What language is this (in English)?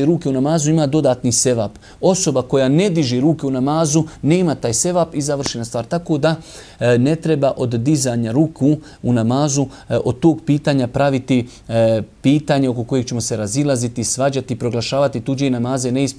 Bosnian